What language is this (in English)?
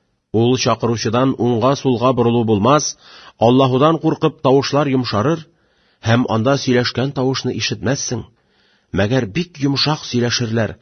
Tatar